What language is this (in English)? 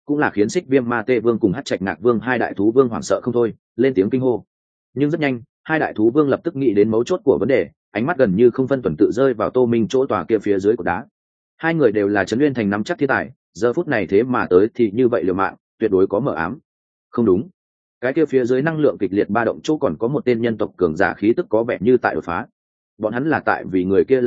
Vietnamese